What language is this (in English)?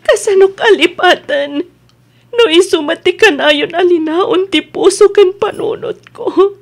Iloko